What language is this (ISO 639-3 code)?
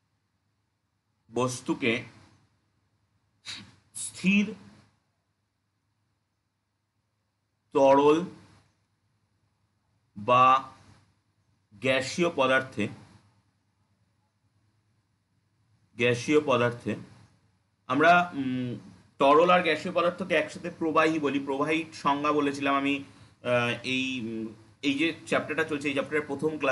ben